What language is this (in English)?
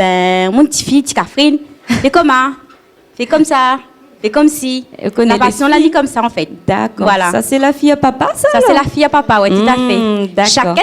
Réunion Creole French